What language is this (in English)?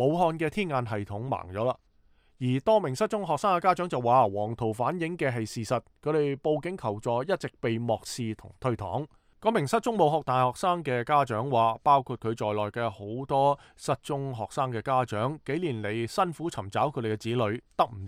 Cantonese